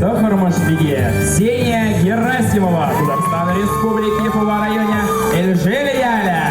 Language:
Chuvash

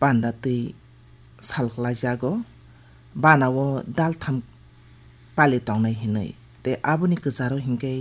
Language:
Kok Borok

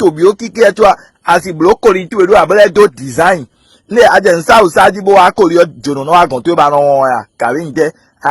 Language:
Fon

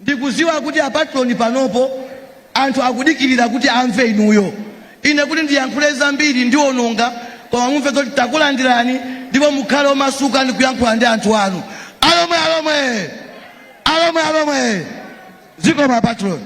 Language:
Nyanja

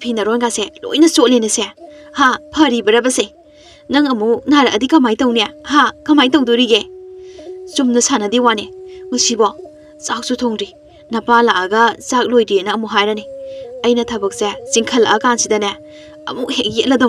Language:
Manipuri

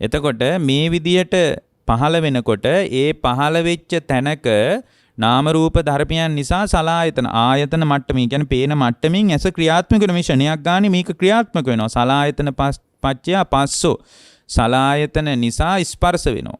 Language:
Sinhala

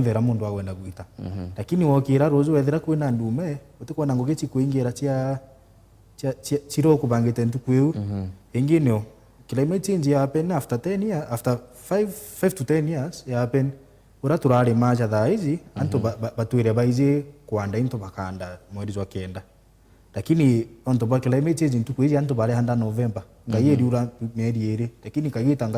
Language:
Meru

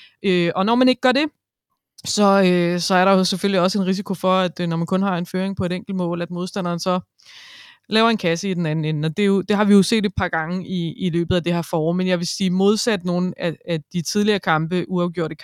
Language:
Danish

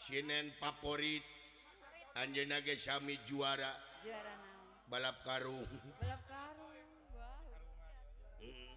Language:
Sundanese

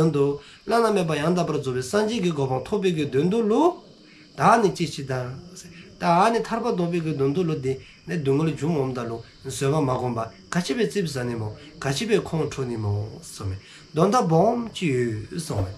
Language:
Dzongkha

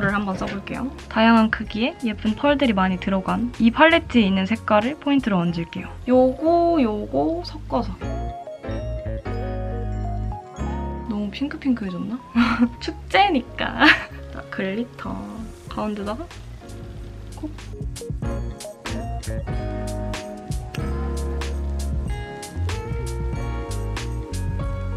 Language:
Korean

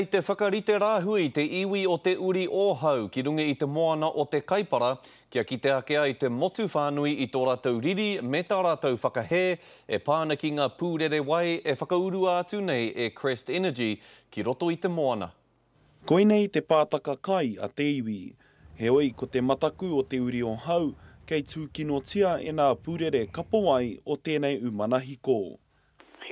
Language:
Māori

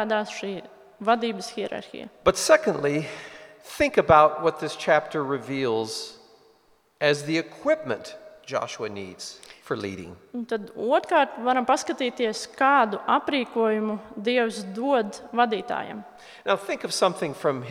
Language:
Latvian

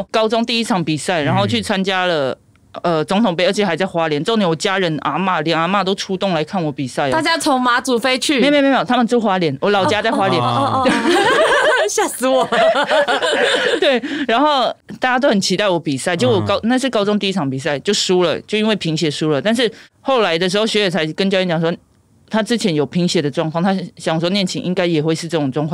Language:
Chinese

